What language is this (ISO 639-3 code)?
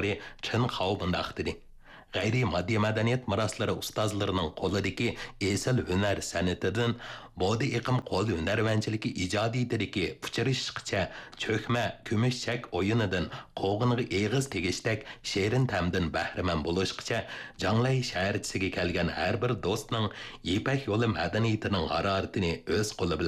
uig